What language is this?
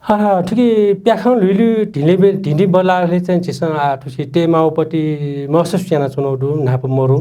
Newari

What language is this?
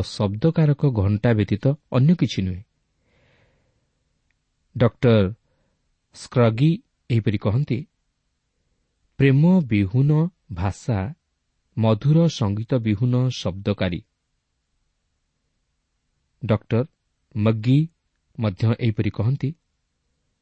Odia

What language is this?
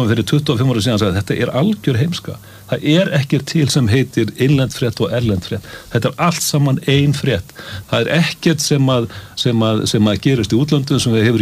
Icelandic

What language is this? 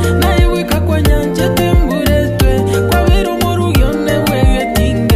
Gusii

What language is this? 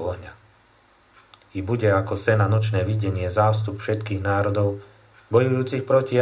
Slovak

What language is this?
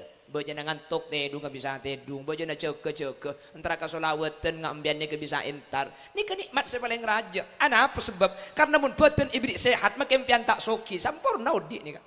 Madurese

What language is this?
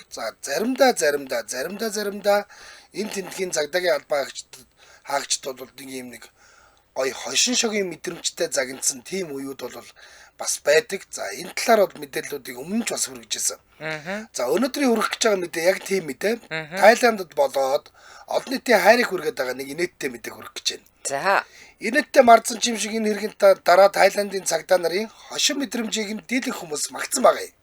Mongolian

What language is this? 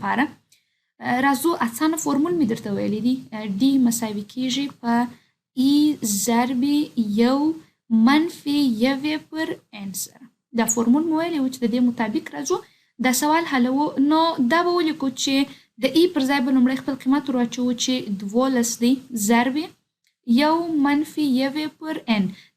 Pashto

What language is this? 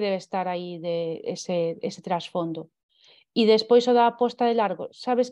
Galician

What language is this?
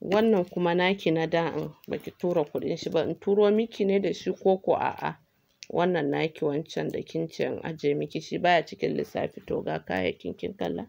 Hausa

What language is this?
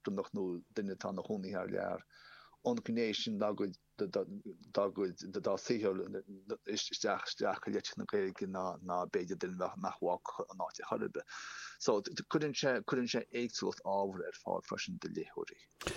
Irish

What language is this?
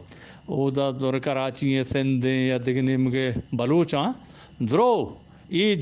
Eastern Balochi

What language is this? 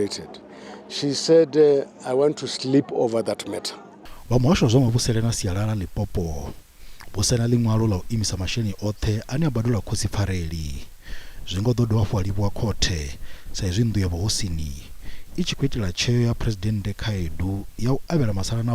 Venda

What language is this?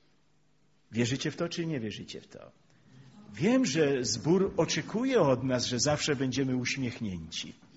Polish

